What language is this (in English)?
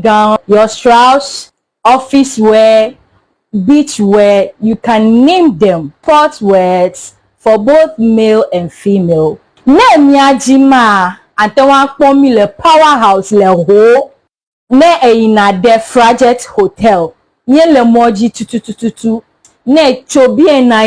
Ewe